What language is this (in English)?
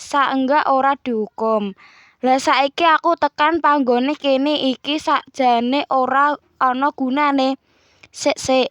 Javanese